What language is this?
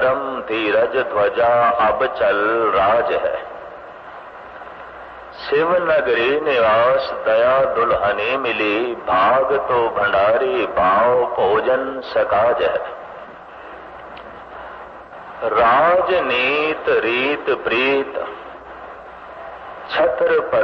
Punjabi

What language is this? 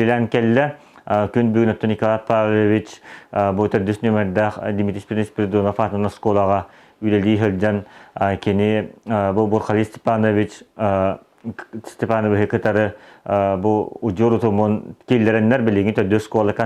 Yakut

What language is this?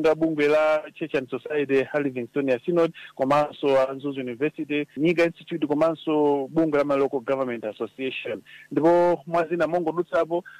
Nyanja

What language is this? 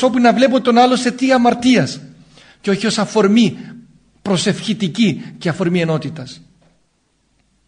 Greek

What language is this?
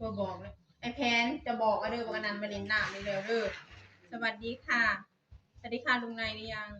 Northeastern Thai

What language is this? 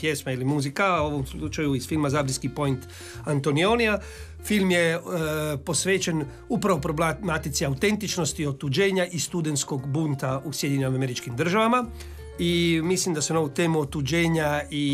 Croatian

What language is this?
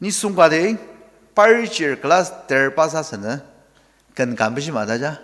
Ao Naga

